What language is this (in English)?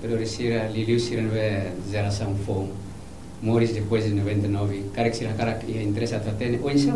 Tetum